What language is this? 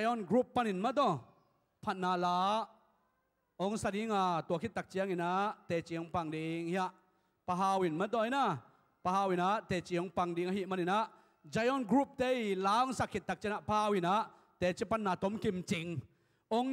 Tedim Chin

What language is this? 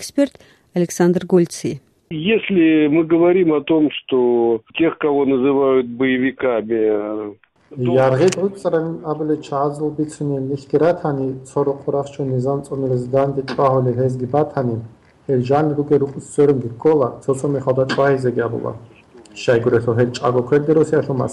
Avaric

